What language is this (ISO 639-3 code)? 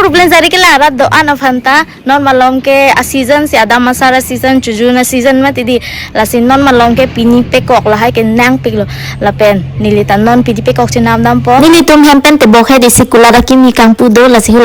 mjw